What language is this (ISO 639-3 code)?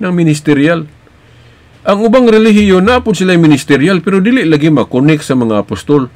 ceb